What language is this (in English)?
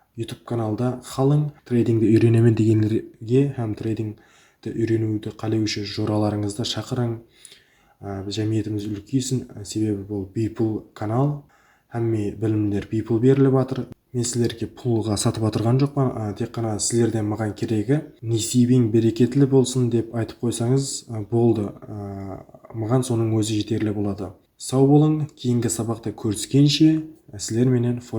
Kara-Kalpak